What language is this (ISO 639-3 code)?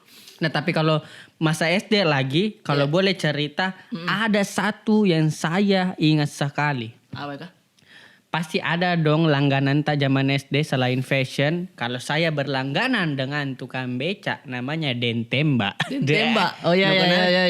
mfp